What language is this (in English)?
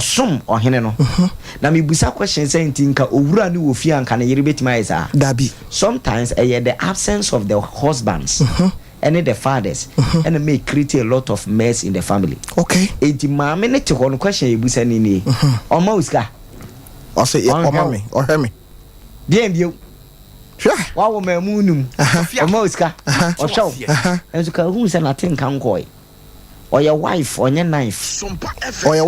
Akan